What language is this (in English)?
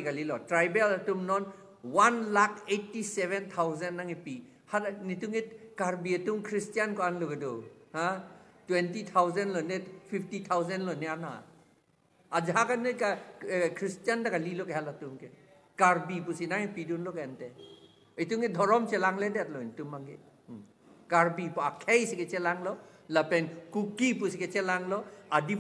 Karbi